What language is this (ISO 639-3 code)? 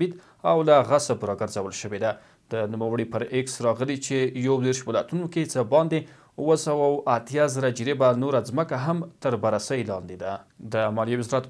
pus